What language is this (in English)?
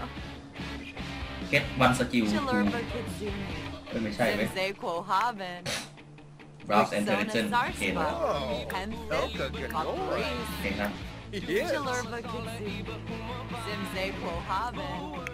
Thai